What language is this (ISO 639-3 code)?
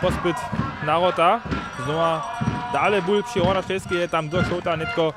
hsb